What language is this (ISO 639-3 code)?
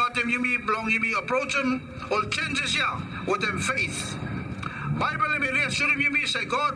bis